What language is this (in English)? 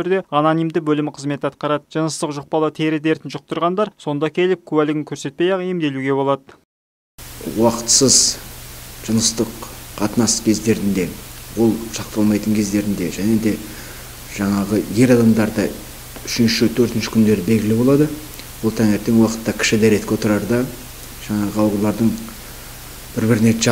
Kazakh